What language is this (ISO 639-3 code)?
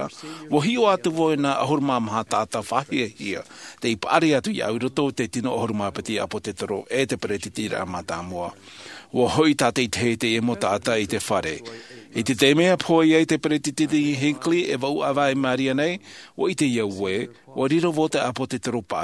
tah